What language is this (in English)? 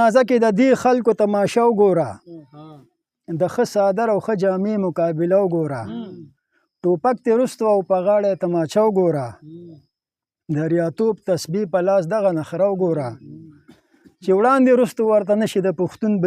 Pashto